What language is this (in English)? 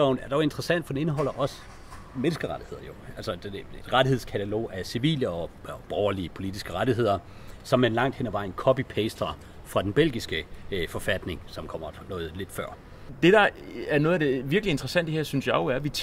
Danish